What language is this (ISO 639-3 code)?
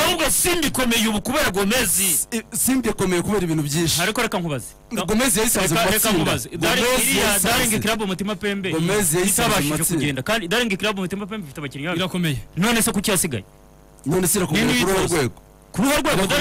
kin